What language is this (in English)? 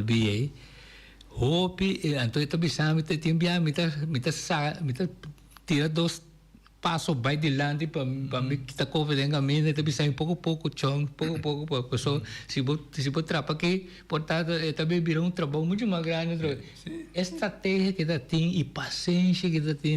Papiamento